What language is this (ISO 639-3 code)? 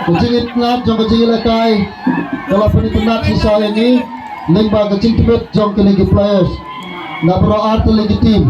kha